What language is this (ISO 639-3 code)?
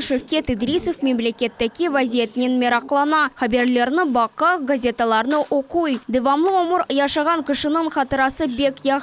crh